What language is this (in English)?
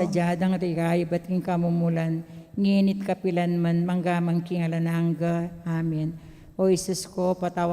Pampanga